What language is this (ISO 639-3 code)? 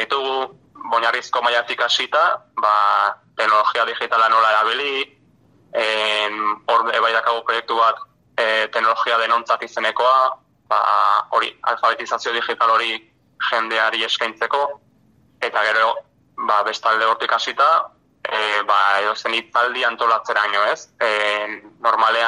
eus